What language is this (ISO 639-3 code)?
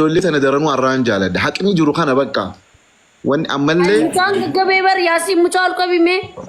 orm